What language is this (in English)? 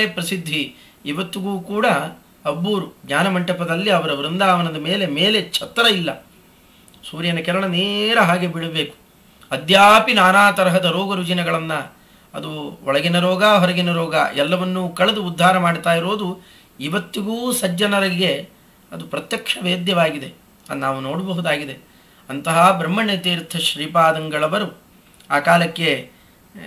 Kannada